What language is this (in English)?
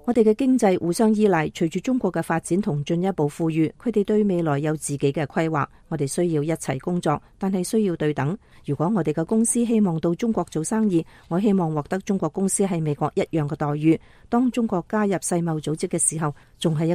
Cantonese